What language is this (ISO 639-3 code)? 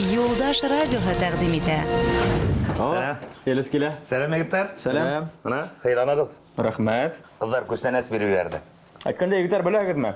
bak